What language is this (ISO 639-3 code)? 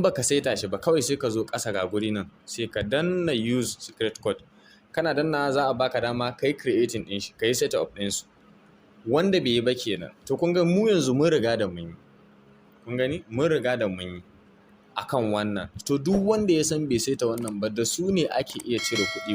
hau